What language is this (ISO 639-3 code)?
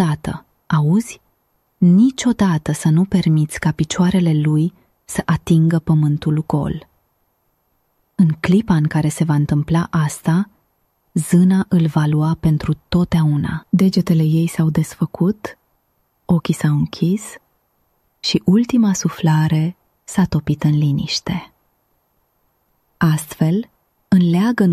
ron